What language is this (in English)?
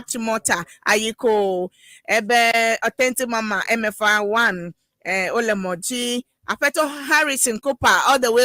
Ewe